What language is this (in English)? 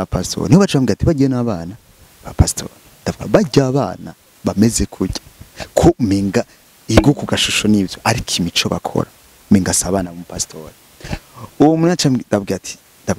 Rundi